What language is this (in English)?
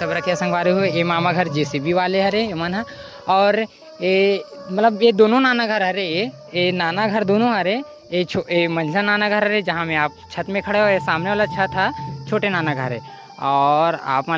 Chhattisgarhi